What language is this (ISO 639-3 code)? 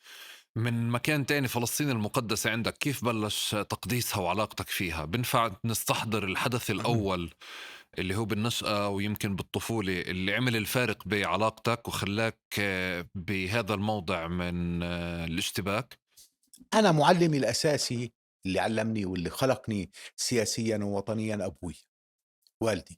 apc